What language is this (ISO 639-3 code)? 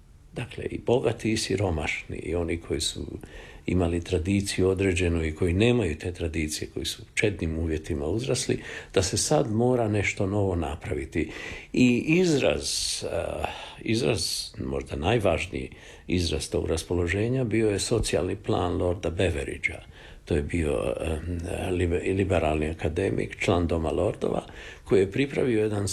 hrv